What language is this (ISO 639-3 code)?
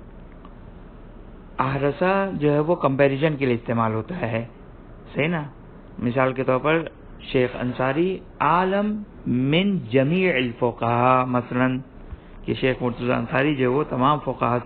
urd